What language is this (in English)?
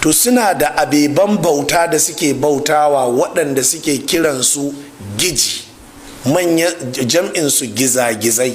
Hausa